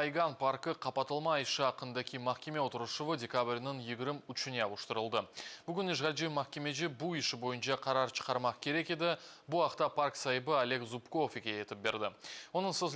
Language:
Crimean Tatar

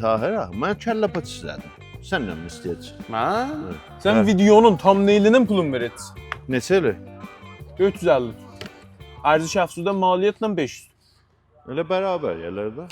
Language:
South Azerbaijani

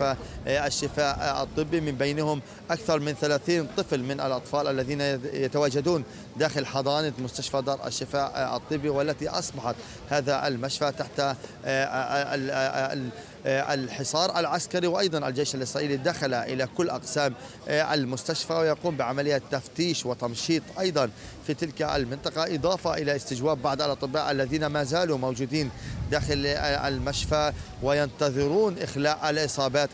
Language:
Arabic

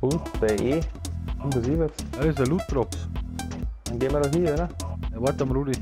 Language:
Bavarian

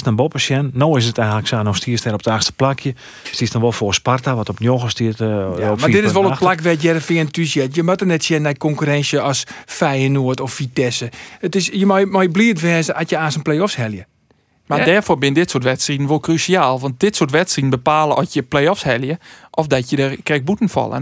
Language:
Western Frisian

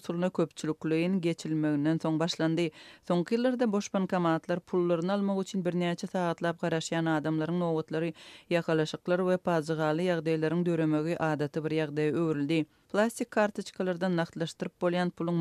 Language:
Turkmen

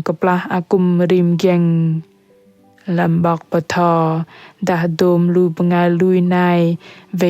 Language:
Bahnar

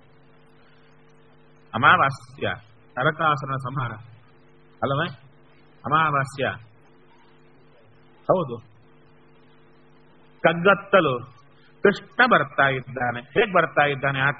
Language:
Kannada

